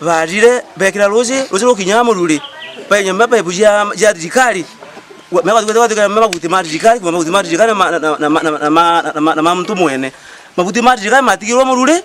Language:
Meru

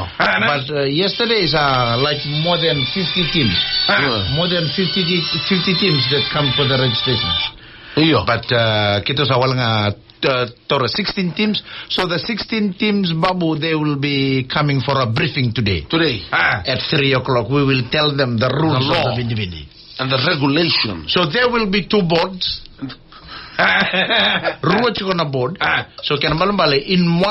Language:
Fijian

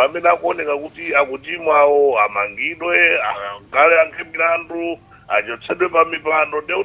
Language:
Nyanja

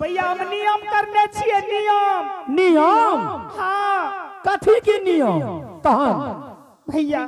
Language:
Angika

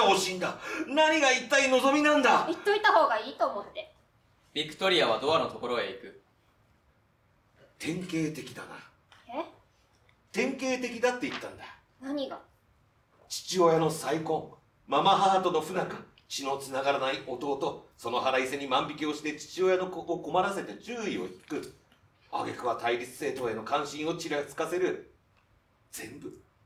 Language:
Japanese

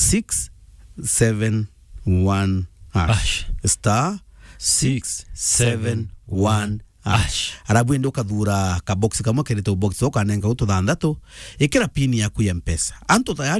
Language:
Meru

